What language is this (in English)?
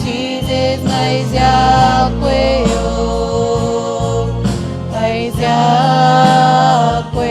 Marshallese